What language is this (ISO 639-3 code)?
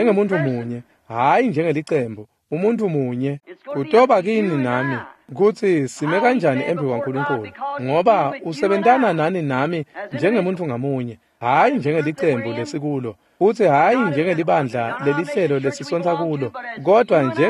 ssw